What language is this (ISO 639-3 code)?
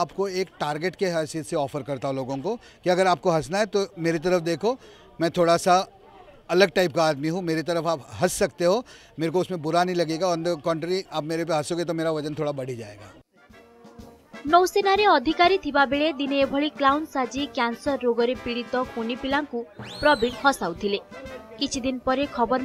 ori